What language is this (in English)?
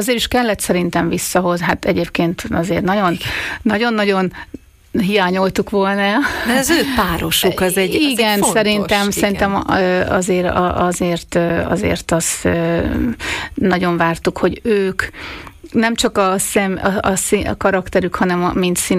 Hungarian